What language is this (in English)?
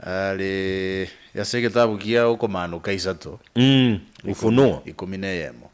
Gusii